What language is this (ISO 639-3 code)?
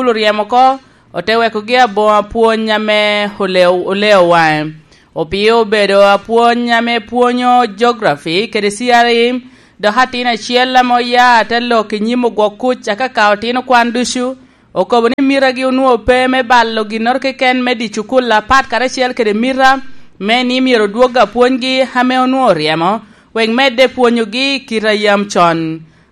laj